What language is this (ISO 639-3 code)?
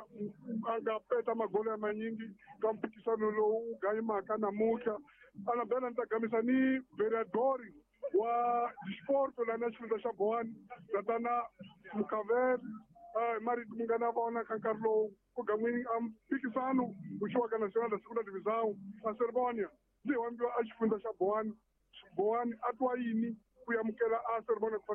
tso